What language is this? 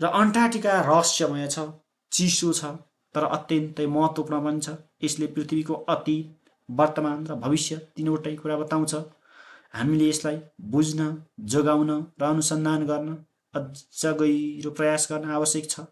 Nepali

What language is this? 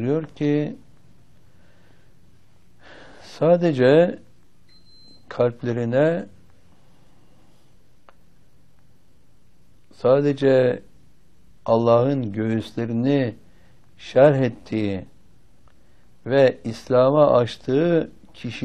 Turkish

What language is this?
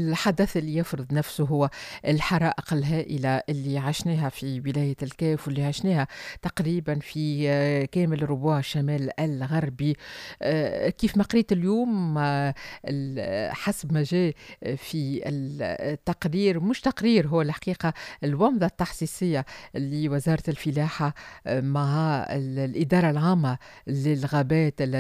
Tunisian Arabic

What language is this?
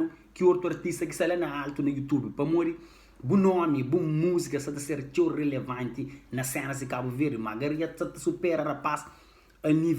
Kabuverdianu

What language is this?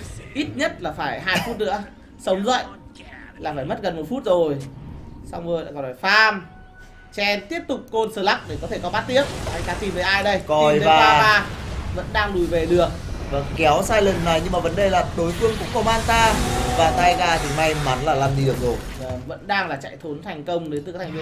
Vietnamese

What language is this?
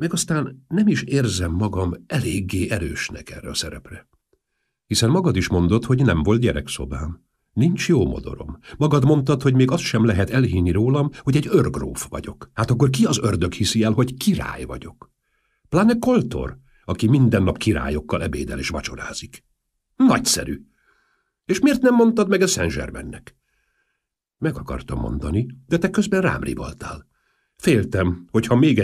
Hungarian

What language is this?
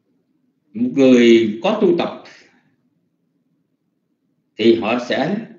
Vietnamese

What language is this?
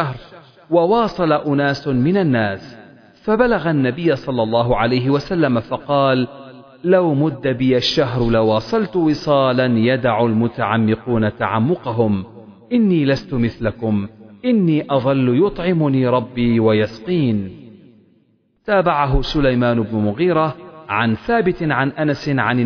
Arabic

